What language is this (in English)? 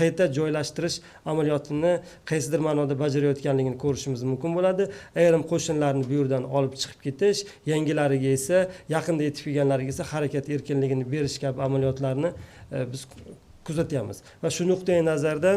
Uzbek